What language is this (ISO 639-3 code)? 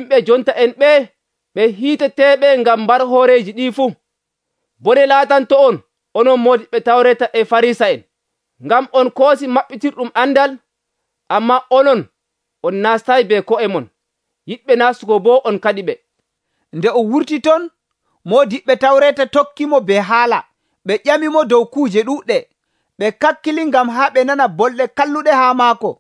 fuv